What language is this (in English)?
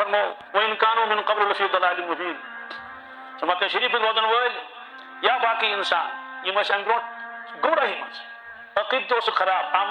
Kashmiri